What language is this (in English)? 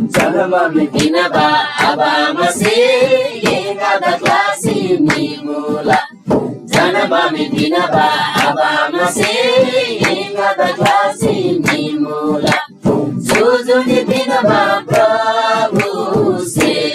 Eastern Tamang